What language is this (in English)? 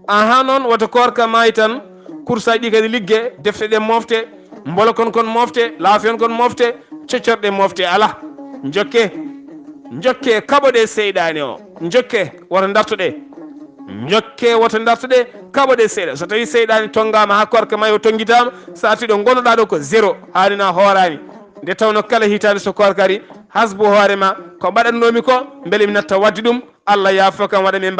Fula